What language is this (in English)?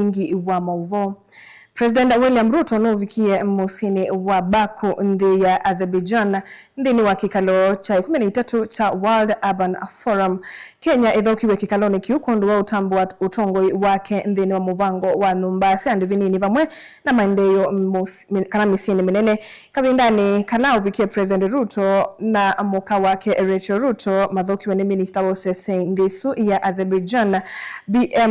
Kamba